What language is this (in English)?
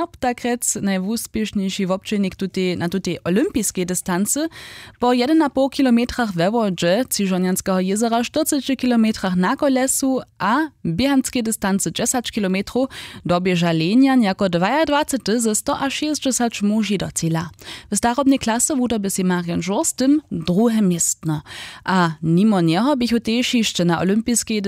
Upper Sorbian